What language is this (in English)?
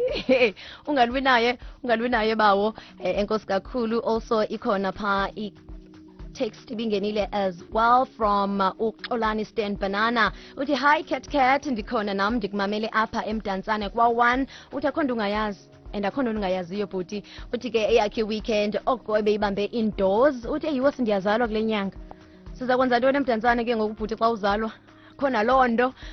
Xhosa